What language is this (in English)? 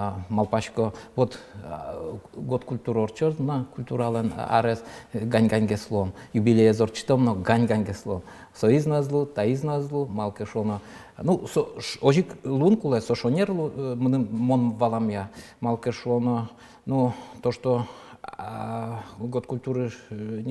Udmurt